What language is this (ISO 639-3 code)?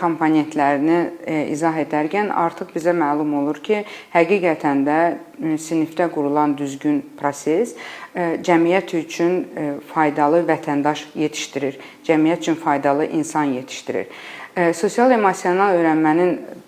aze